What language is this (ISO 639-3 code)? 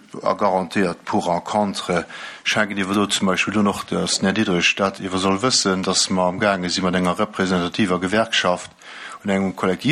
ltz